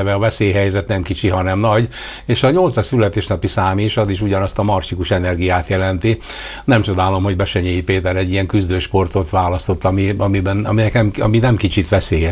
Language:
Hungarian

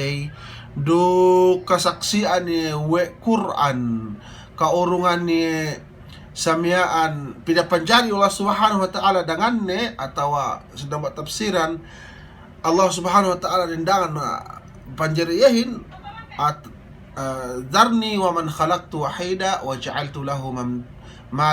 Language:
Yakan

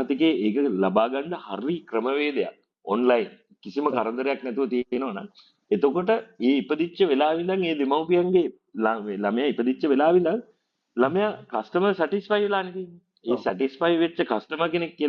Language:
Sinhala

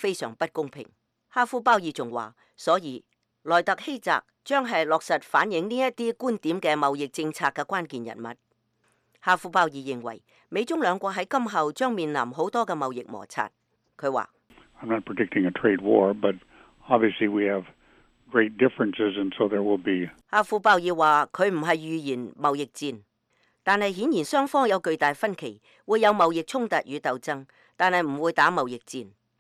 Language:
Cantonese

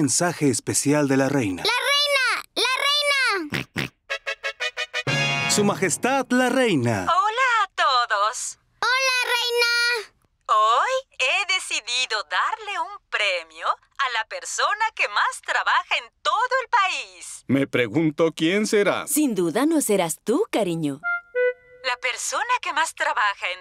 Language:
Spanish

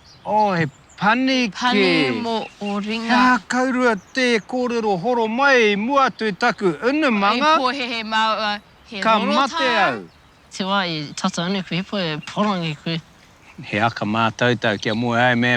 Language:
Māori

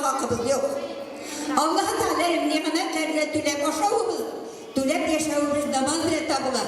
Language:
Tatar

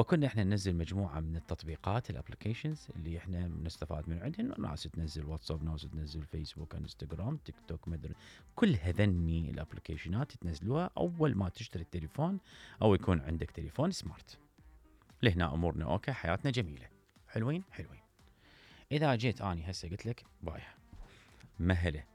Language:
Mesopotamian Arabic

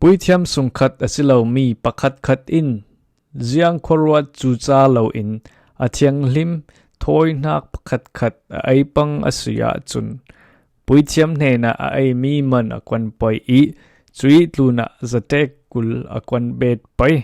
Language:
Falam Chin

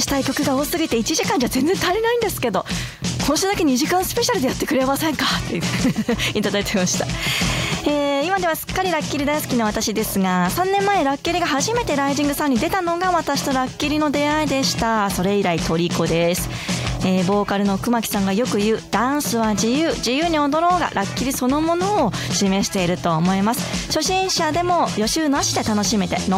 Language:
Japanese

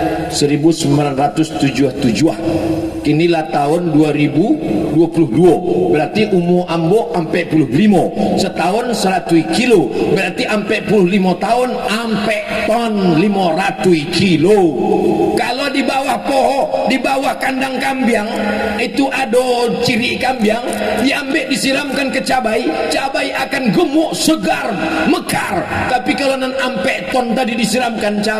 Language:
Minangkabau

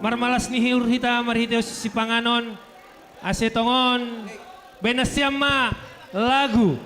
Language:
Batak Simalungun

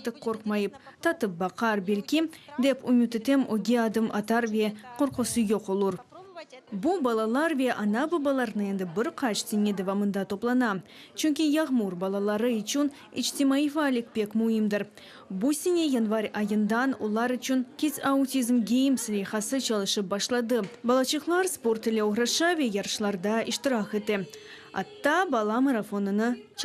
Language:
Crimean Tatar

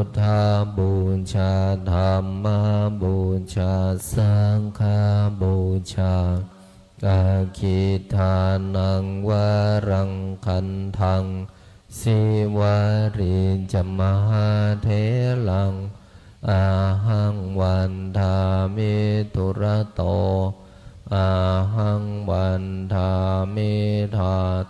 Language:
Pali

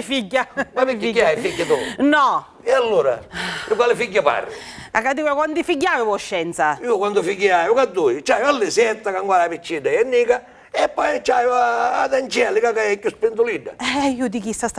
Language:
Sicilian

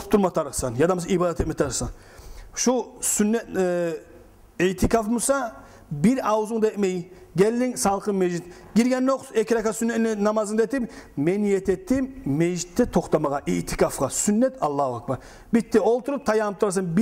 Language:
Kumyk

